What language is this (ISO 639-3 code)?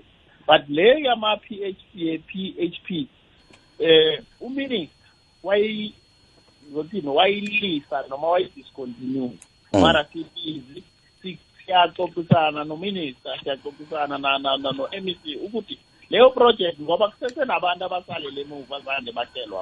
nbl